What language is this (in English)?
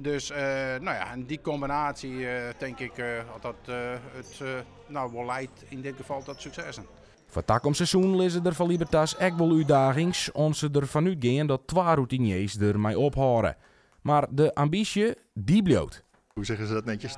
Western Frisian